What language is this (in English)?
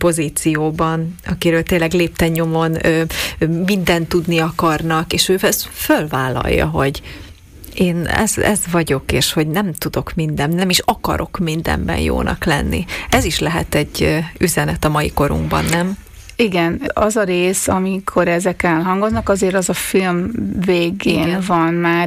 Hungarian